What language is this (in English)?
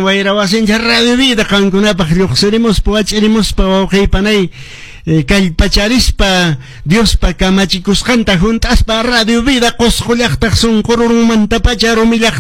Quechua